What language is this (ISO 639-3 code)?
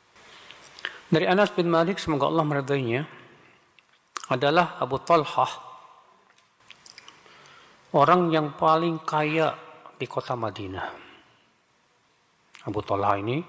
ind